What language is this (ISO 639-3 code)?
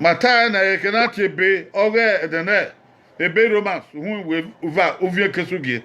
bin